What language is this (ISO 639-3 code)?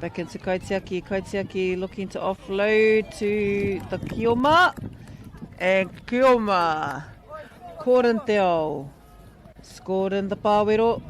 mri